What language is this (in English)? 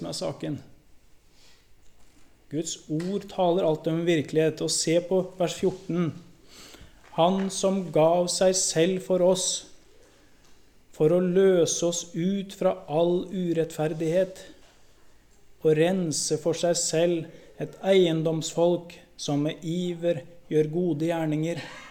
Norwegian